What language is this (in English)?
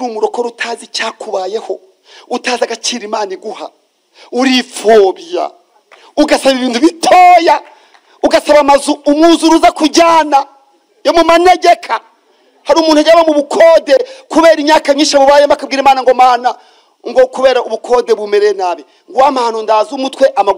Kinyarwanda